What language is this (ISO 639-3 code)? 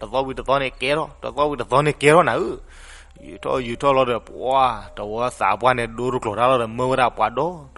ksw